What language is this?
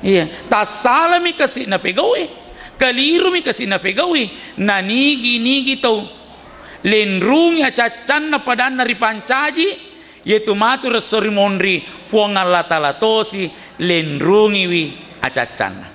Buginese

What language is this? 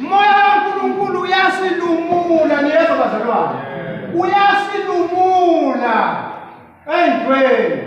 Swati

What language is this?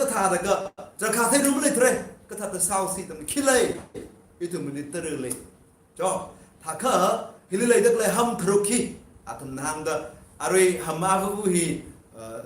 Tangkhul Naga (India)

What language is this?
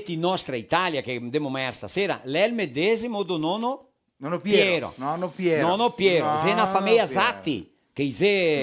Venetian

